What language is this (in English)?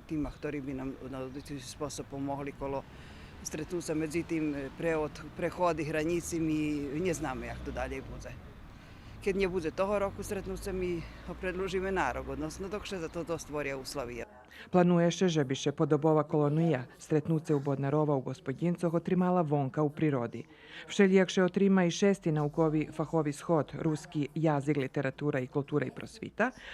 Rusyn